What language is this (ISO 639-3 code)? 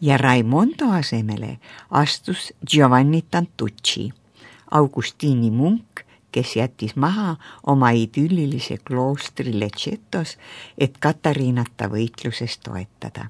est